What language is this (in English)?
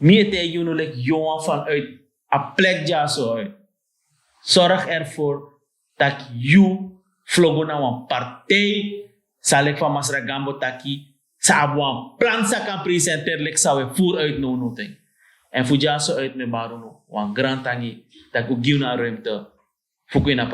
Sranan Tongo